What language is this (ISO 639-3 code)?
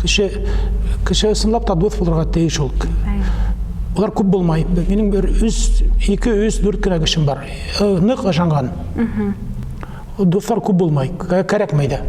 bak